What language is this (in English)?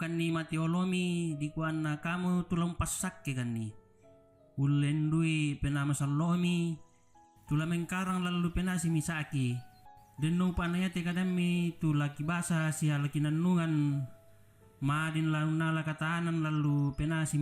Toraja-Sa'dan